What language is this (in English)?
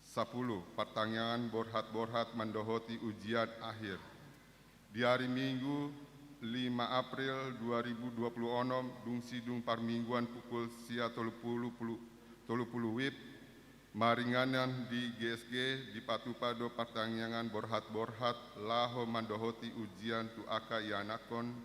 Batak Toba